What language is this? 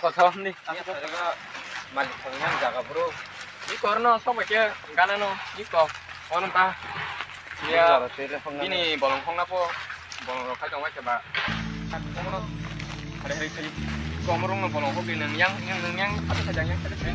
Kok Borok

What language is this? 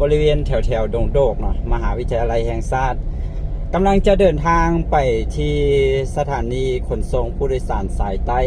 Lao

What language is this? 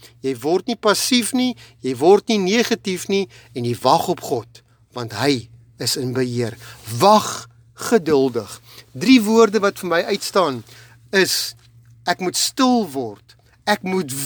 Afrikaans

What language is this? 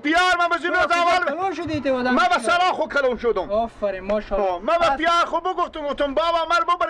Persian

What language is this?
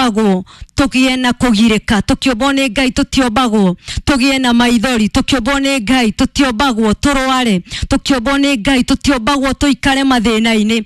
Kikuyu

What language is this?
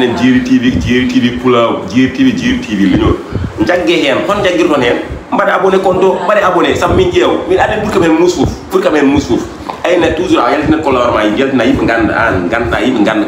Fula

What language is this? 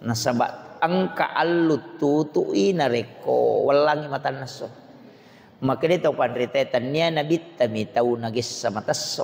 Buginese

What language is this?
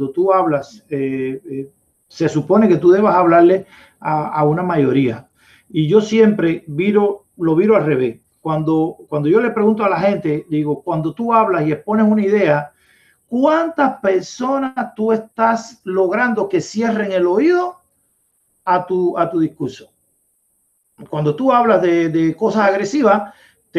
Spanish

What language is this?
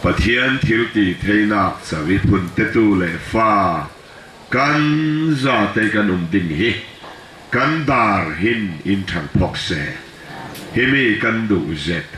Falam Chin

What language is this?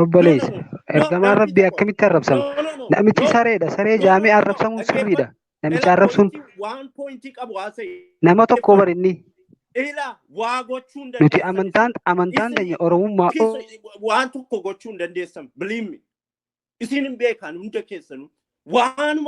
Oromo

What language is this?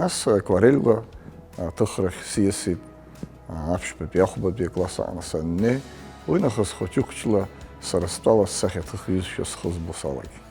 Abkhazian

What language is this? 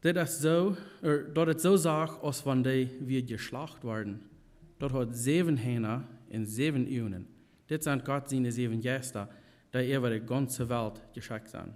Plautdietsch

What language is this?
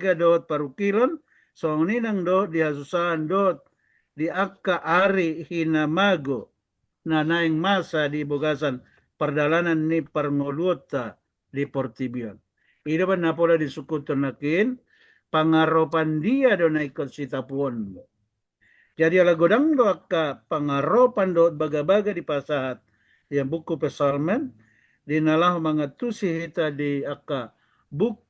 Batak Toba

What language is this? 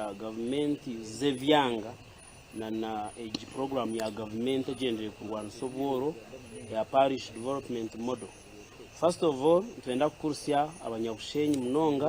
Nyankole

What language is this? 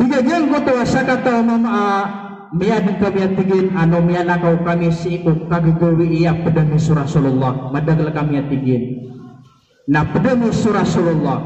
Maranao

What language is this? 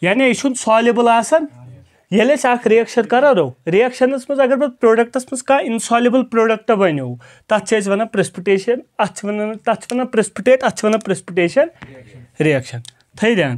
Kashmiri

